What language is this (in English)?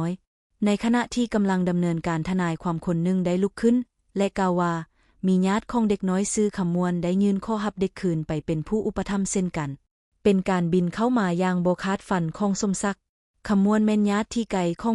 Lao